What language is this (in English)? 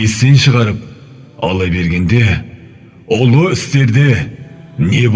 Kazakh